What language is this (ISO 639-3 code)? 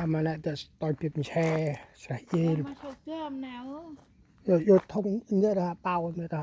cmo